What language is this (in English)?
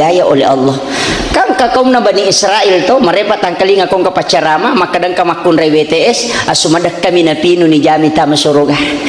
Buginese